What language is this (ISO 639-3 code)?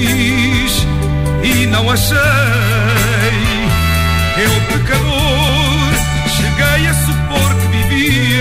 por